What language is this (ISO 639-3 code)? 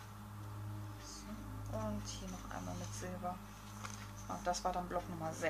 deu